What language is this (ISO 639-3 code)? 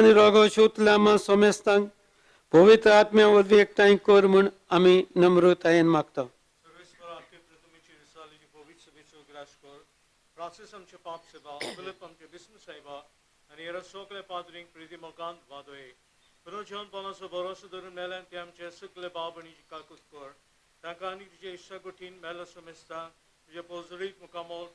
kok